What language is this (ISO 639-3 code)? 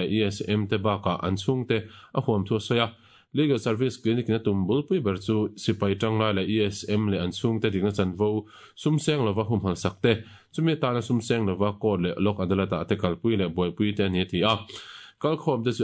lus